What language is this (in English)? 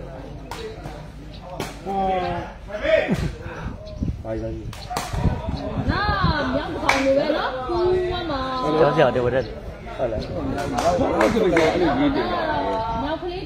Burmese